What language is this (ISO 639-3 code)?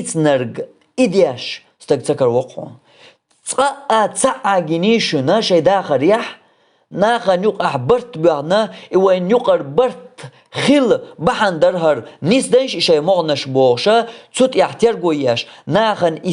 che